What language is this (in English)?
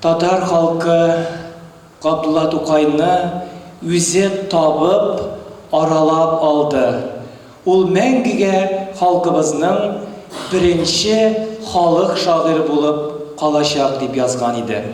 Tatar